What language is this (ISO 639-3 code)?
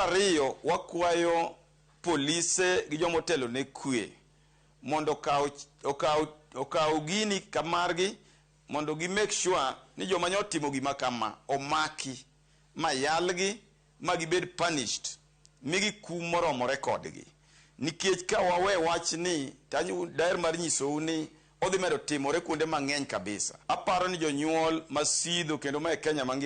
luo